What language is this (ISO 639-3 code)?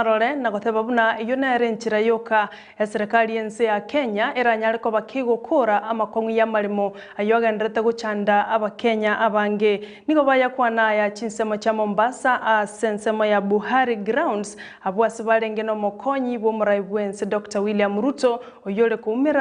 guz